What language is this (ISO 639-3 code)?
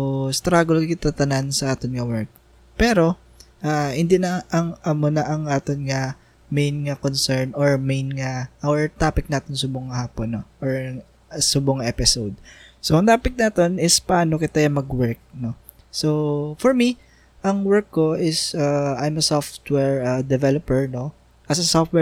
hil